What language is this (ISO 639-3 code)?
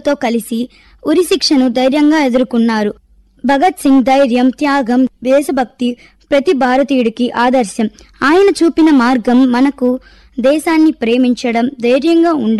tel